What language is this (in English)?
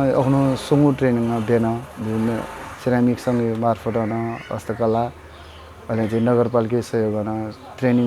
Newari